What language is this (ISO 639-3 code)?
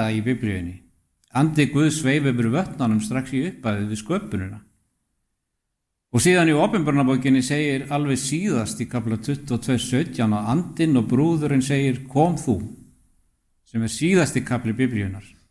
isl